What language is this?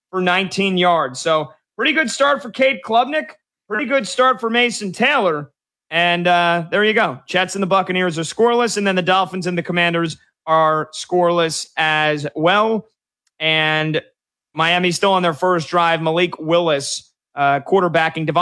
English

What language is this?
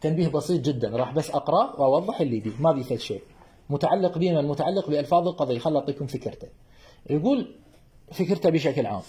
Mesopotamian Arabic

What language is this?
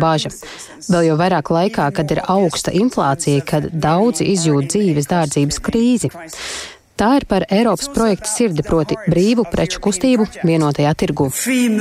Latvian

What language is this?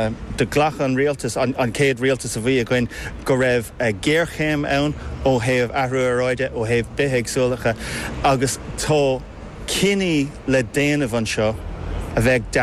Irish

